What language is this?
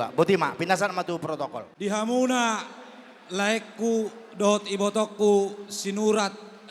Batak Toba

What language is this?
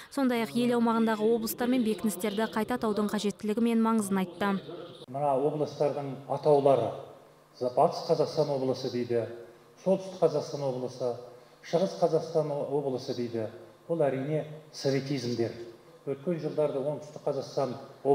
Kazakh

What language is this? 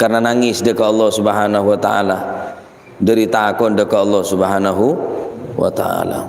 Madurese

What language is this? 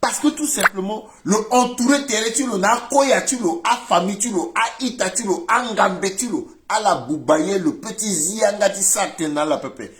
Sango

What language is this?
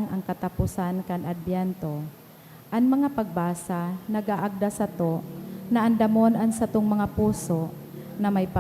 Bikol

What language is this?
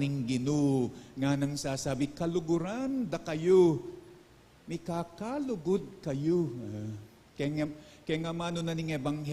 Pampanga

